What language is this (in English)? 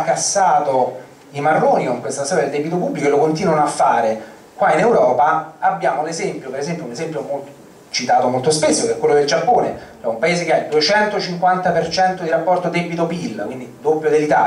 Italian